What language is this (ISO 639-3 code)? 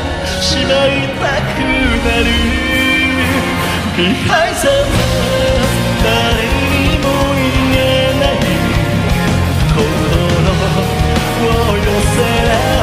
jpn